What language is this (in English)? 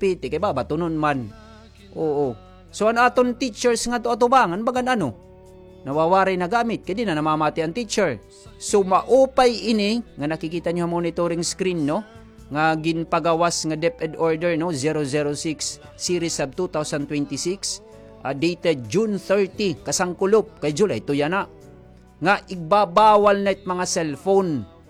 Waray